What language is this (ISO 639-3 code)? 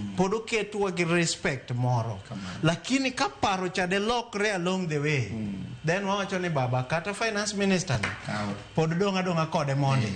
luo